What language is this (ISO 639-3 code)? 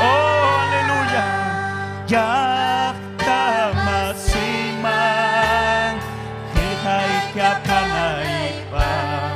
quy